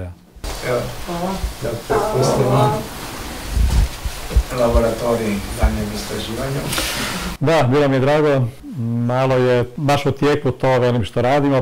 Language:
Croatian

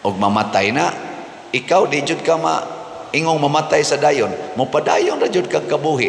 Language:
Cebuano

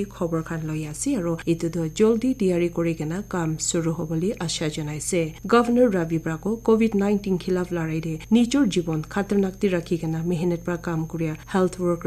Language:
Naga Pidgin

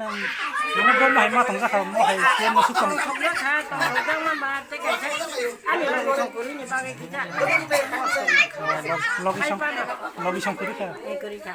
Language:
Kok Borok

